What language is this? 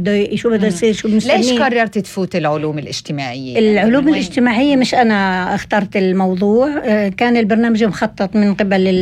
North Levantine Arabic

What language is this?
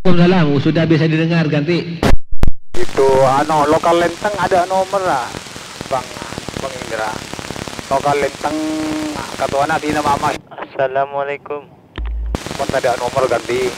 Madurese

